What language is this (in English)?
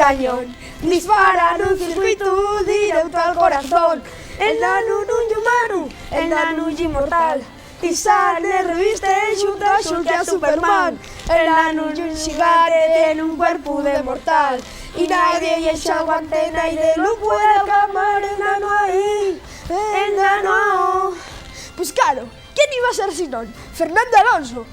Asturian